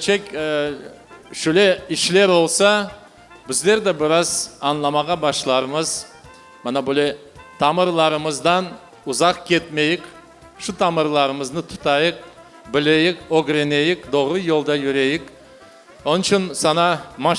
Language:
Crimean Tatar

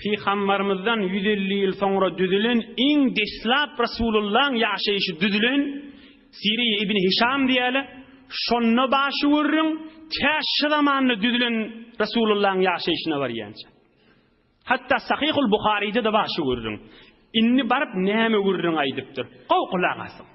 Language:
Turkmen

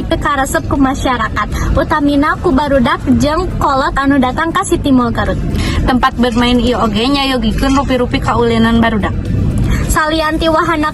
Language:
Sundanese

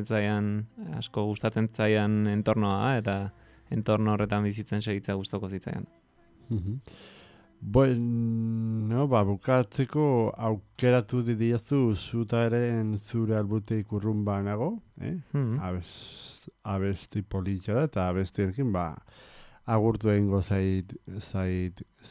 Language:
Basque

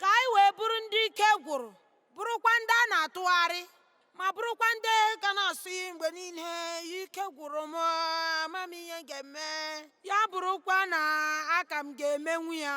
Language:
Igbo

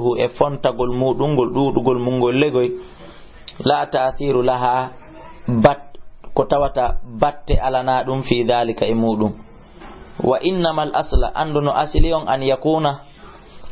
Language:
Fula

